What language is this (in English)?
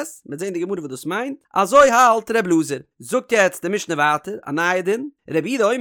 Yiddish